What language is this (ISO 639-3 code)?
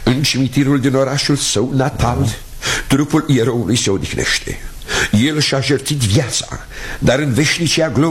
ron